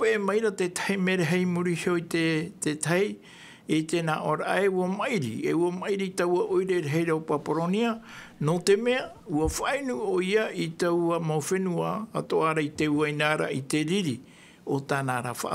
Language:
Tahitian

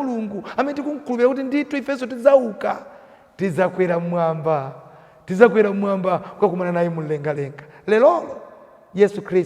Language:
Nyanja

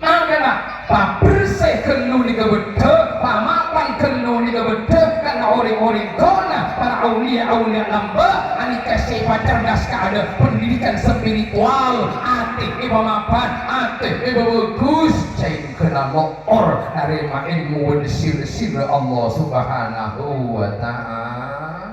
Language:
Madurese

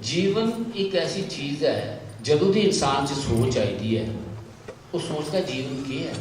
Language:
Dogri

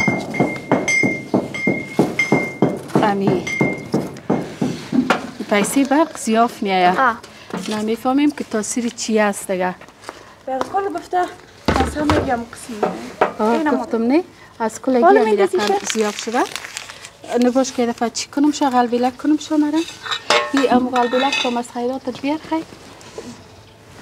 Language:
Persian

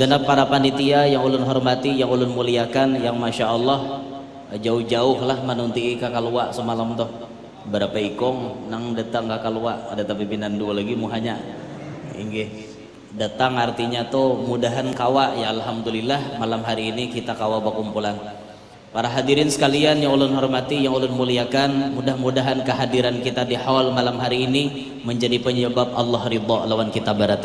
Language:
Banjar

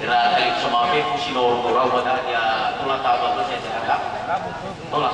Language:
Nias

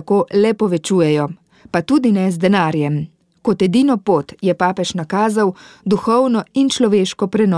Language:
Slovenian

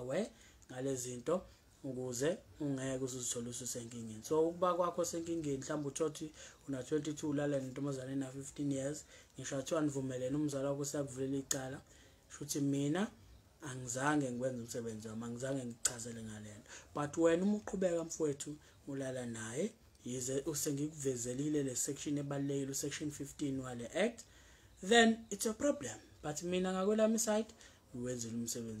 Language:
Zulu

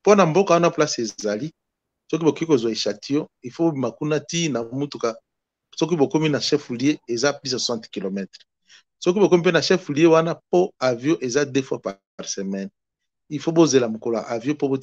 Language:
Lingala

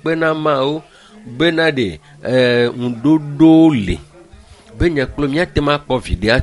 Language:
Ewe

